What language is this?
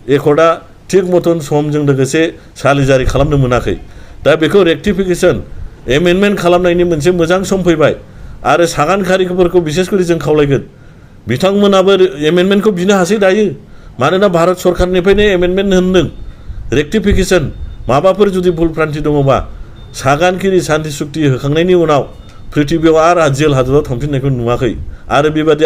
Bodo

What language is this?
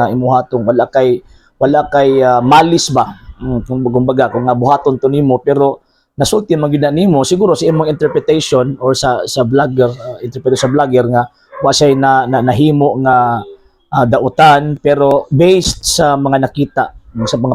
Cebuano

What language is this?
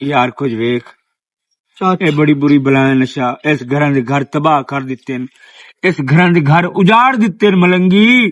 Western Panjabi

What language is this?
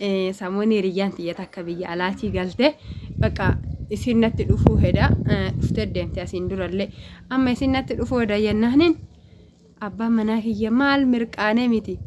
Oromo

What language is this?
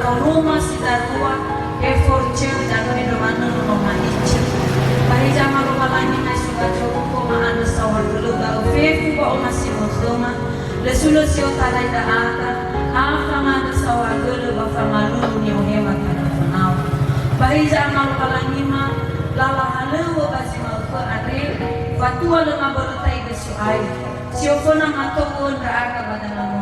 Nias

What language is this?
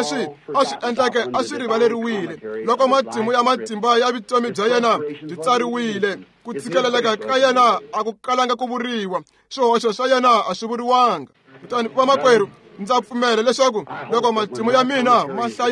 Tsonga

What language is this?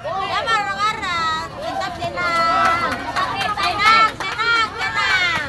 Ambonese Malay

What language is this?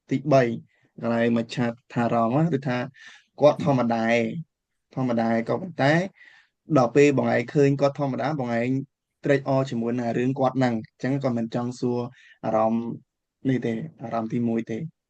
Khmer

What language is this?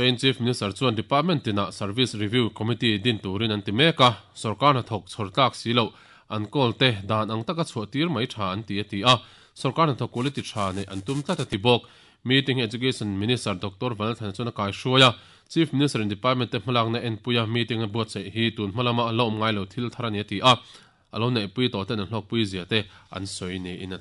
Mizo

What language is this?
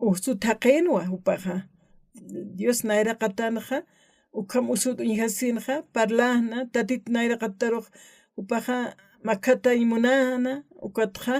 Aymara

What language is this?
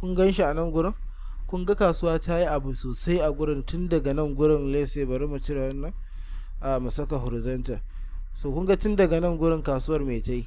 Hausa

